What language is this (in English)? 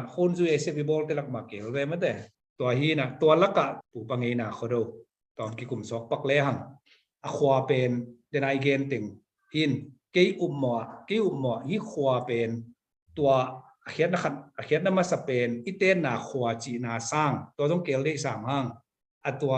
Tedim Chin